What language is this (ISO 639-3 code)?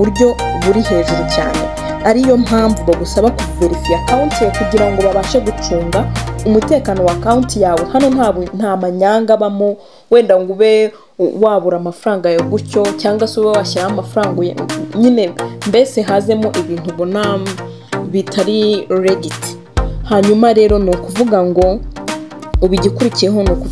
kin